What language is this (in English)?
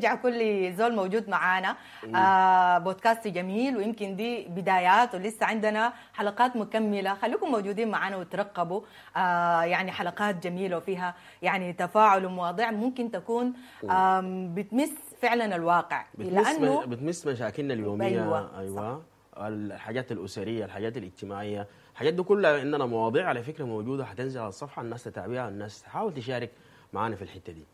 Sudanese Arabic